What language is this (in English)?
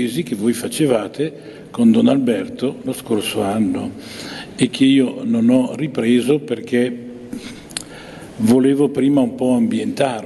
Italian